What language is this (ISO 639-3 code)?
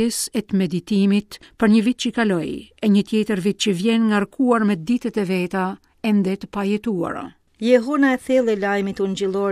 sqi